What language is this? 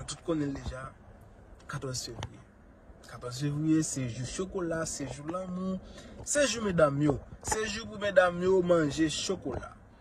Haitian Creole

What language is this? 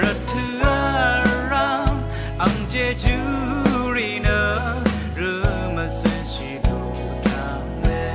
Rawang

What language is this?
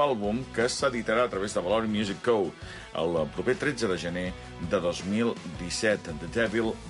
Catalan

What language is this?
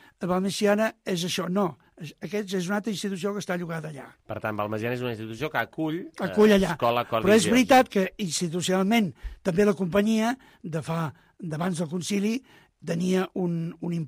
Catalan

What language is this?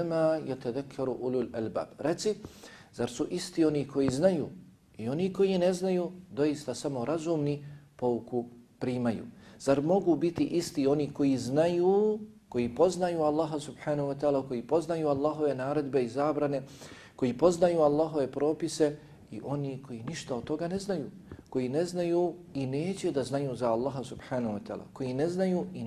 Bosnian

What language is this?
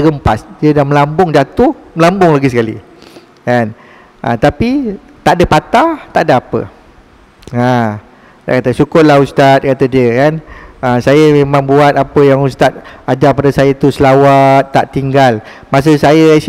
Malay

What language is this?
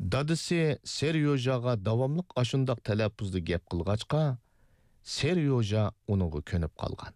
Uyghur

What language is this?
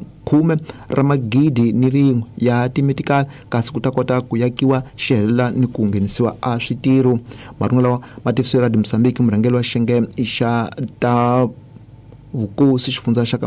Tsonga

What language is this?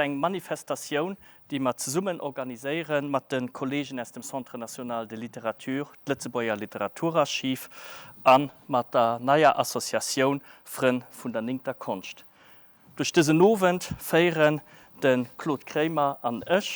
Luxembourgish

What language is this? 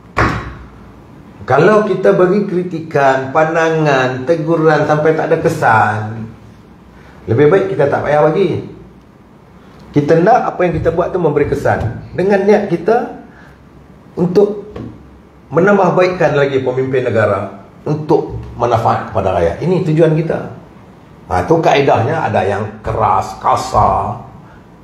Malay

